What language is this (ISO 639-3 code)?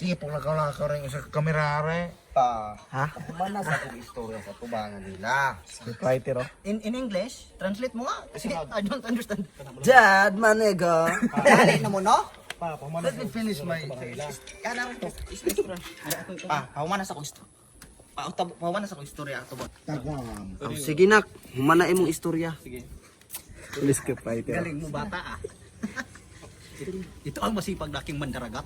ceb